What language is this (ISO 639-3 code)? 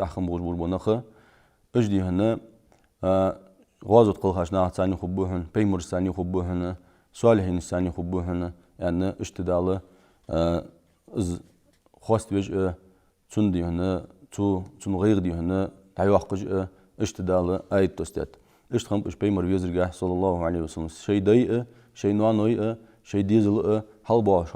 inh